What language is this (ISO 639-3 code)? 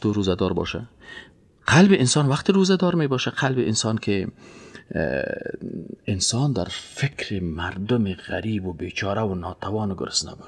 fas